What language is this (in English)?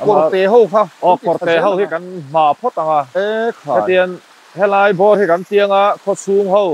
Mizo